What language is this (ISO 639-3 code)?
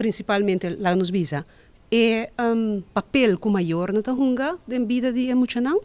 pap